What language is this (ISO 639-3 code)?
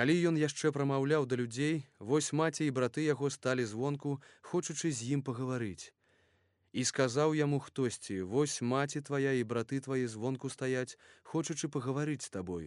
bel